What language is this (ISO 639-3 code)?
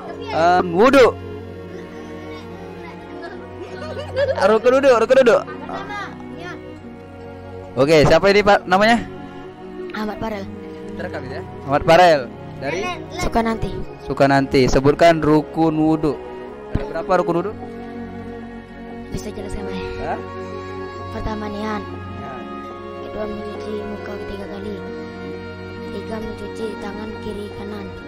ind